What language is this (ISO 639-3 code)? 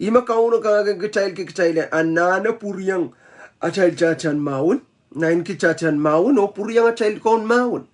pon